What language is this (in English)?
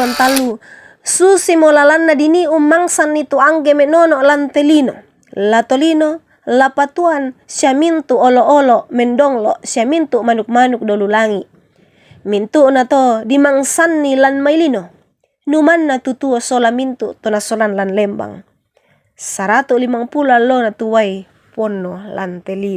Toraja-Sa'dan